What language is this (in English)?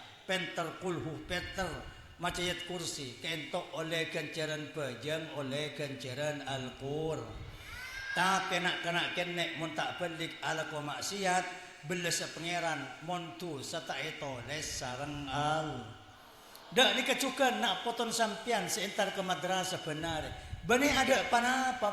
Madurese